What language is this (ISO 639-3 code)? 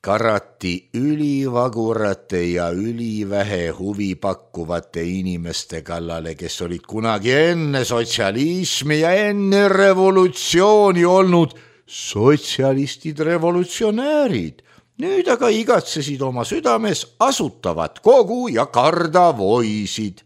est